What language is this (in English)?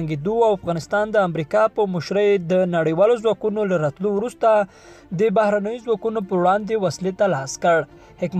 Pashto